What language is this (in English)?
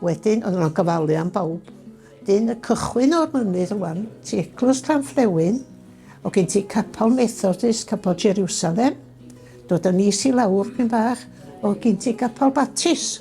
Welsh